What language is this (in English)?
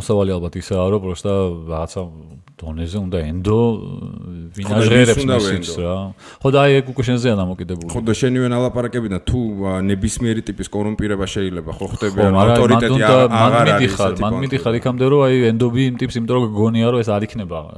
Georgian